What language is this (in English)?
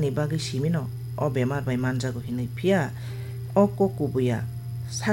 Kok Borok